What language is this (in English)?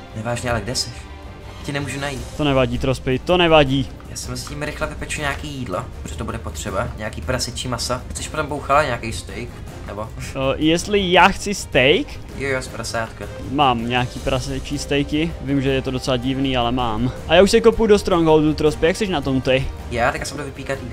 Czech